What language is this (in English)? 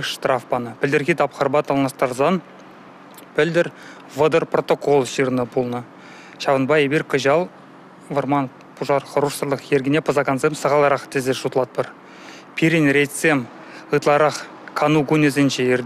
Chuvash